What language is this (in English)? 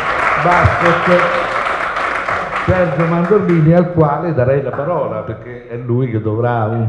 Italian